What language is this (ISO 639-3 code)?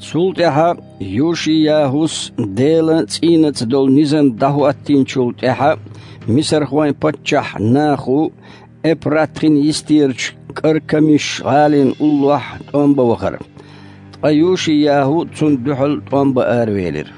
che